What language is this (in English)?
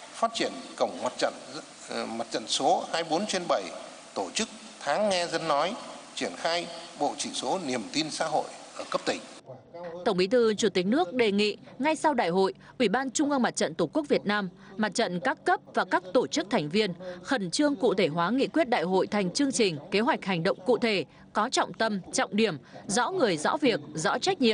Vietnamese